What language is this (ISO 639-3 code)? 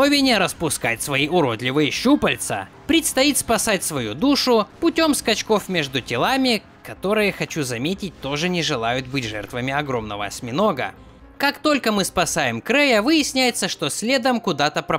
rus